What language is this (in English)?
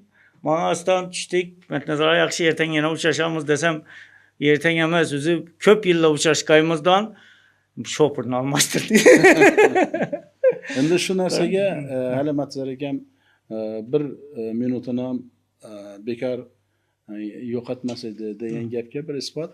Uzbek